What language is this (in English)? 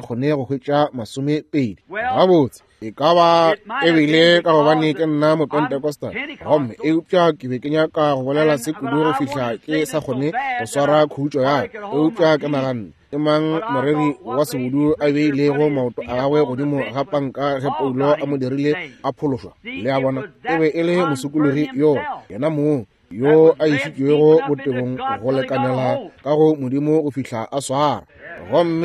Northern Sotho